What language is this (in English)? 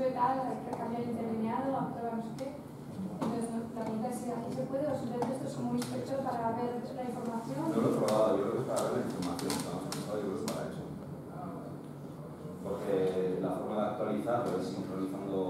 Spanish